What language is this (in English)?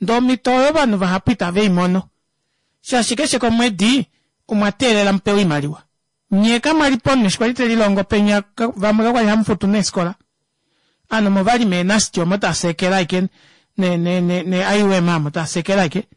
Kuanyama